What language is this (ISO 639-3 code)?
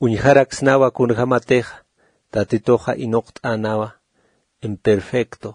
aym